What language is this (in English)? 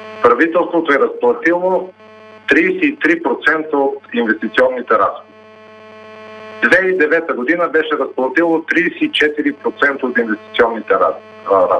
Bulgarian